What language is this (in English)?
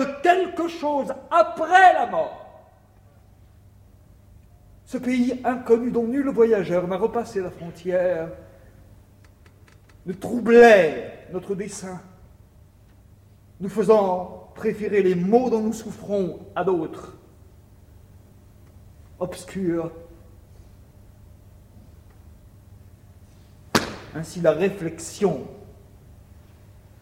French